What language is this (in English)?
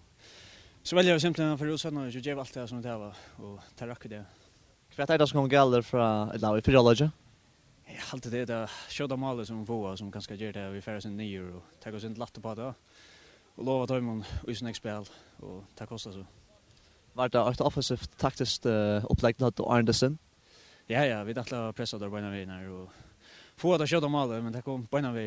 Faroese